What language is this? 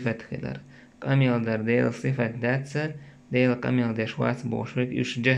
Chechen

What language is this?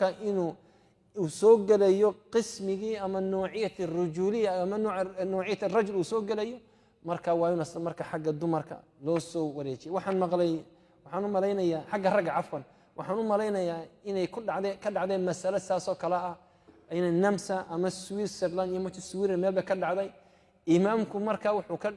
Somali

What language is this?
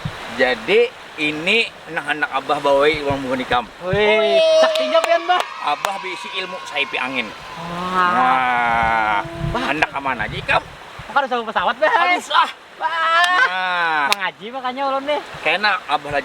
Banjar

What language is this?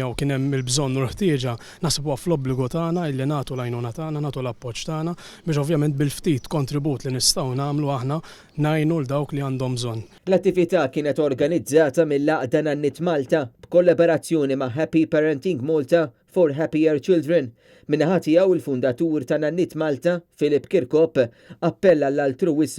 Maltese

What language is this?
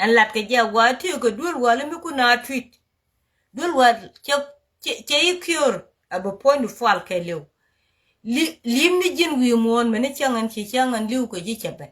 Nuer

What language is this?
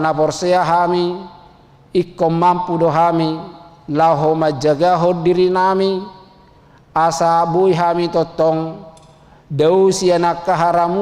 Batak Toba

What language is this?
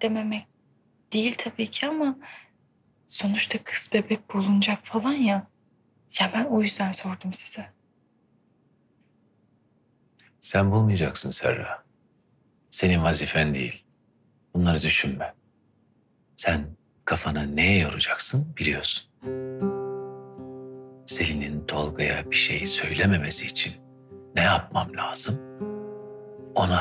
Turkish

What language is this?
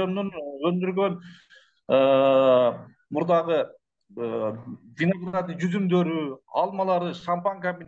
Kyrgyz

